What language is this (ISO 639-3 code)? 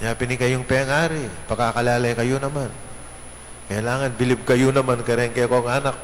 pam